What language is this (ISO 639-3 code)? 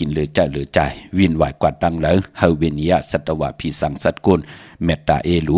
shn